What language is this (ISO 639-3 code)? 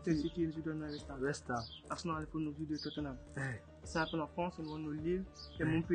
ful